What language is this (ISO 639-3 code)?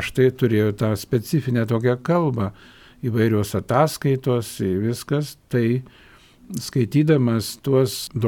lit